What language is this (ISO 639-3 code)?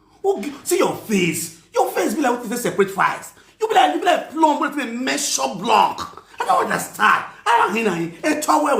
pcm